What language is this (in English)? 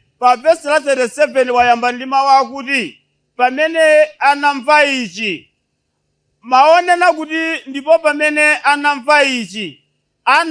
Nyanja